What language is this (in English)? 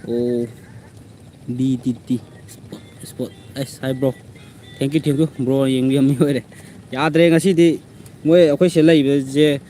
Manipuri